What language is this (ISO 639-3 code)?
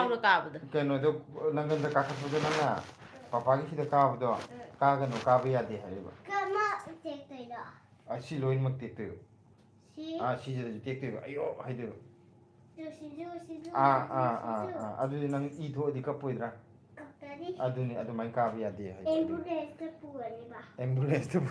mni